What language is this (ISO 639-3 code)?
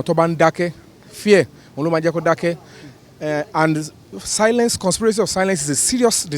yor